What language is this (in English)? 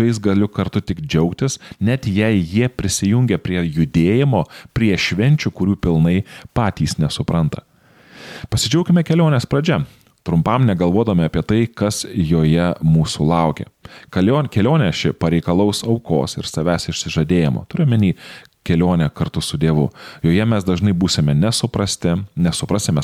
Lithuanian